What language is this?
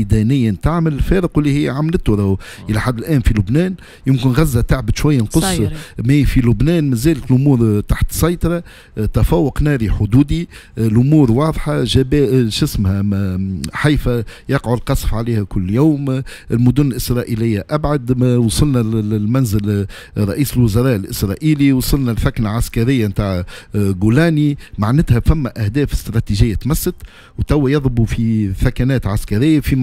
Tunisian Arabic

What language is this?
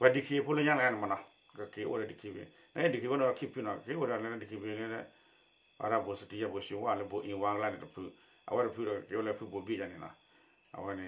S'gaw Karen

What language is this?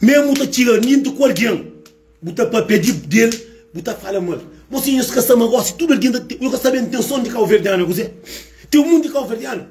Kabuverdianu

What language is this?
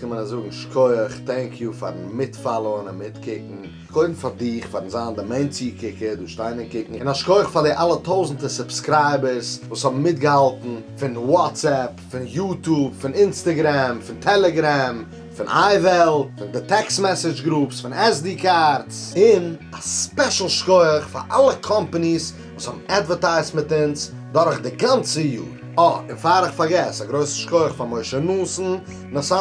Yiddish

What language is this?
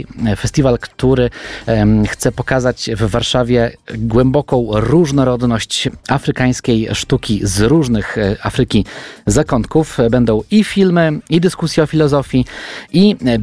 Polish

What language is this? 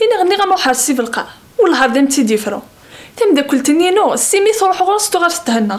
Kabyle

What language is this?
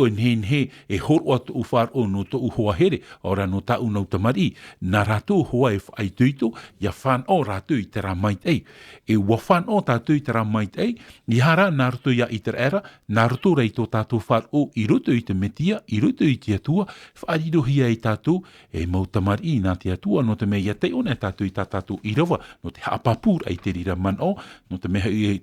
Tahitian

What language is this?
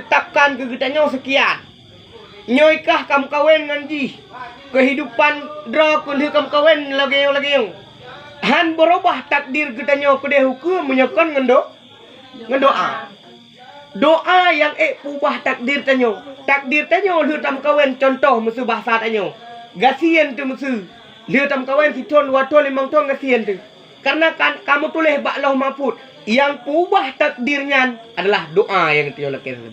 Achinese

